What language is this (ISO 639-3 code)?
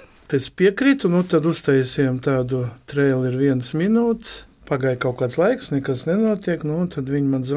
lav